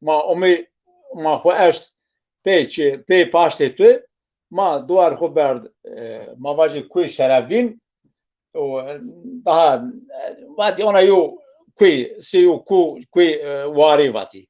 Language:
Zaza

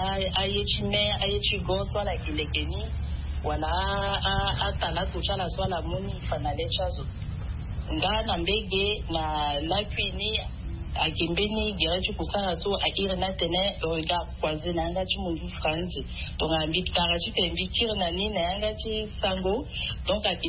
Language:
Sango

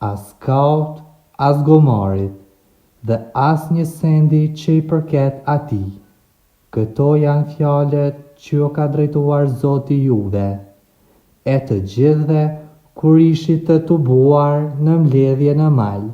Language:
Albanian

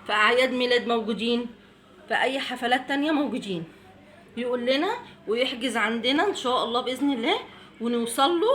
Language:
Egyptian Arabic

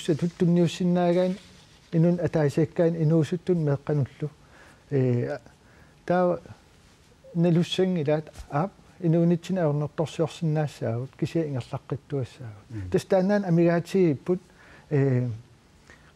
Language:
Kalaallisut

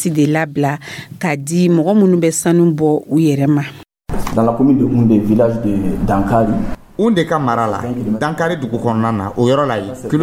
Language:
Dyula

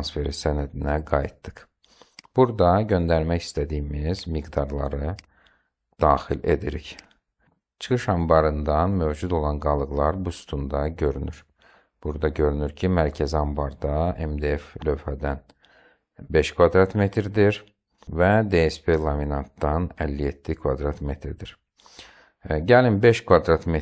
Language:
Azerbaijani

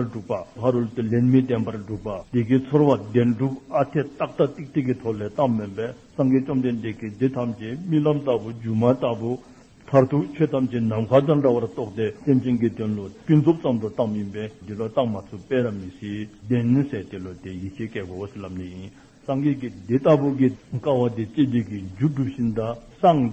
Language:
Dzongkha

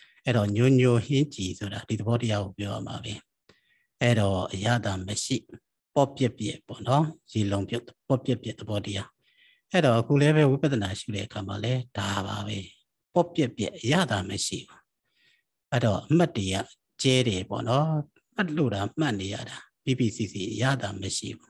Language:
Burmese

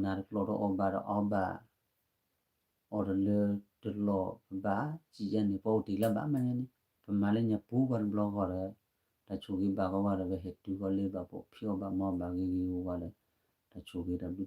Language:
S'gaw Karen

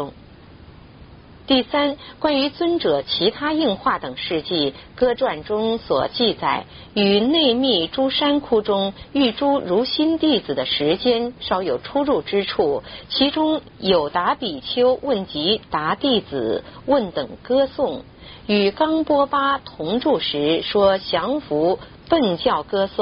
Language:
Chinese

